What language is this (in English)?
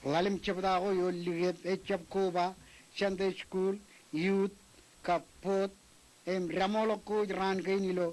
Marshallese